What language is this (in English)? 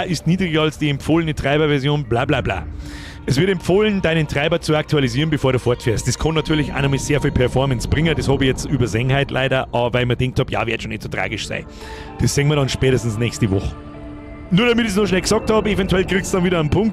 Bavarian